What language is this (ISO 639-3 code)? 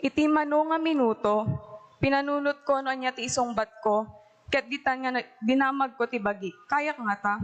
ilo